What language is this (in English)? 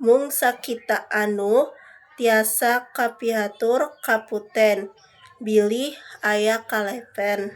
Sundanese